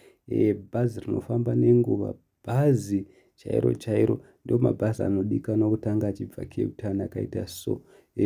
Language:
Shona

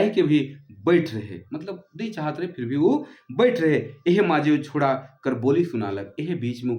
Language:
Sadri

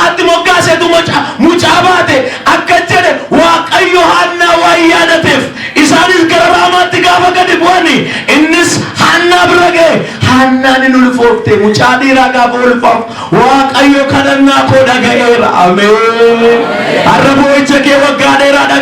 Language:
Oromo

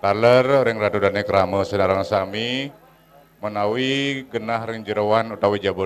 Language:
Balinese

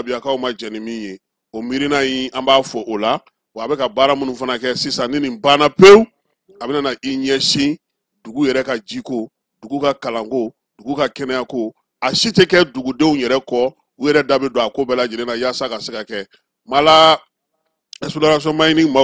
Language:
Bambara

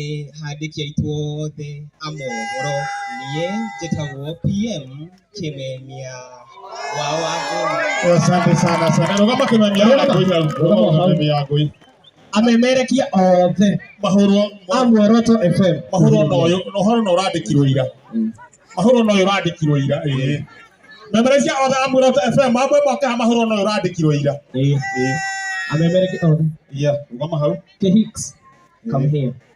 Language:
Kikuyu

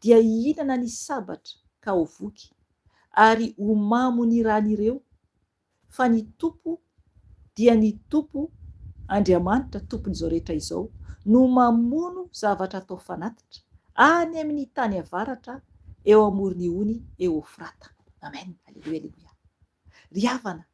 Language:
Malagasy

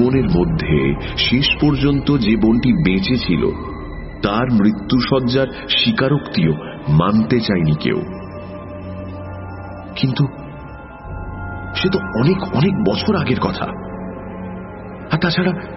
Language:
Bangla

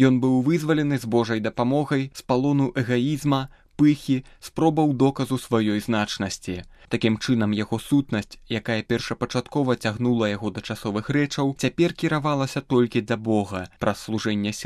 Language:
Belarusian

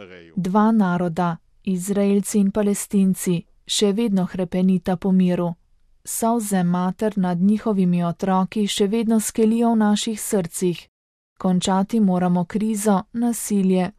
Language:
Slovenian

